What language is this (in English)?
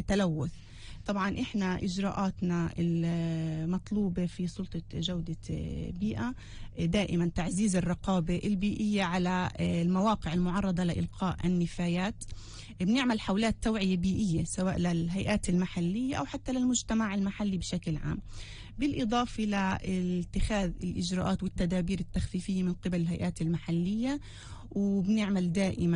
North Levantine Arabic